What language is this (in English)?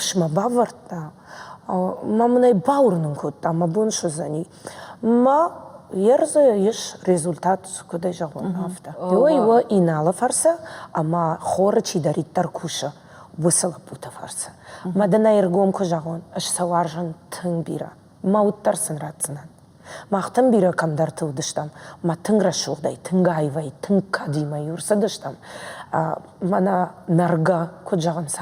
Ossetic